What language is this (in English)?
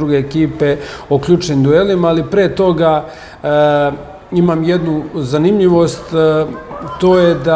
Serbian